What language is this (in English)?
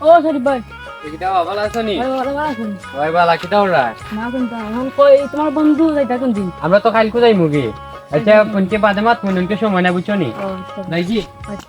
Sylheti